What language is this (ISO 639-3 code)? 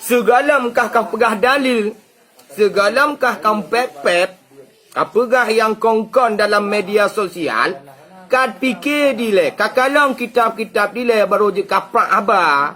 ace